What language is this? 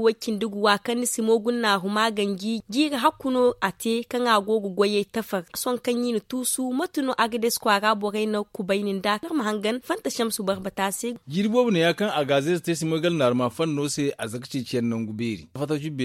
Zarma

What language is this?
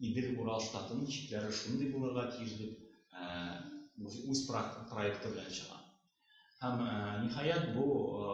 Tatar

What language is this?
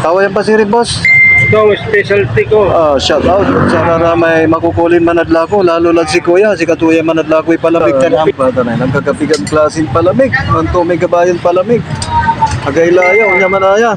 Pangasinan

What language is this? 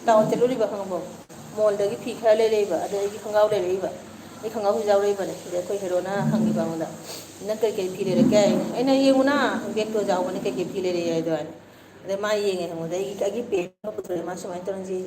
Manipuri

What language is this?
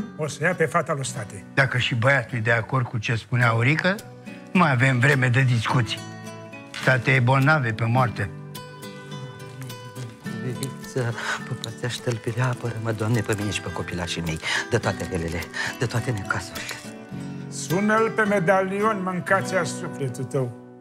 Romanian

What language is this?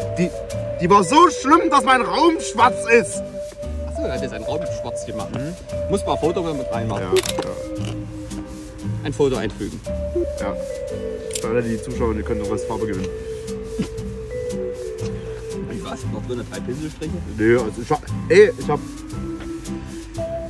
German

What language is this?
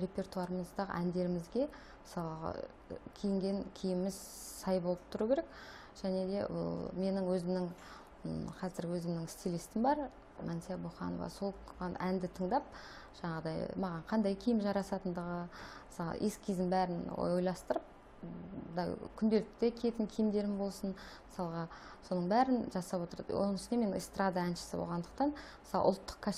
Kazakh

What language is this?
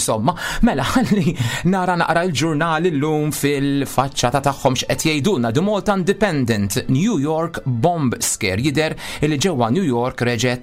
Maltese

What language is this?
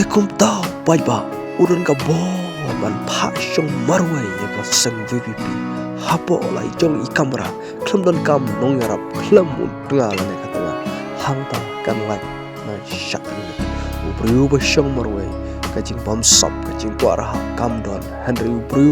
Khasi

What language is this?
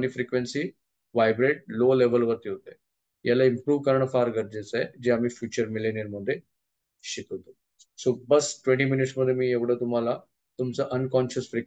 Marathi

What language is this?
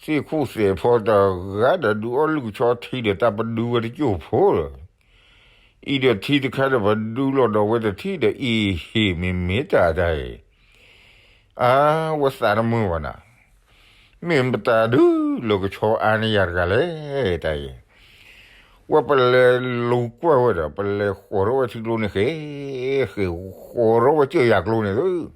S'gaw Karen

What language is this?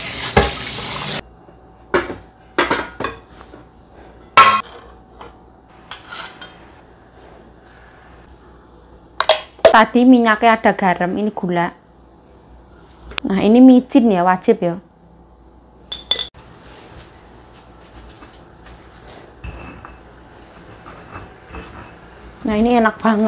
Indonesian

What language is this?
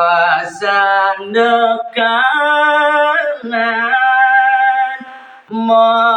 Balinese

